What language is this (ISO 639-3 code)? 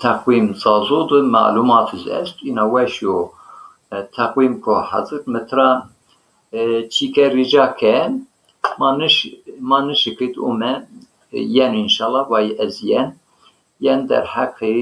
zza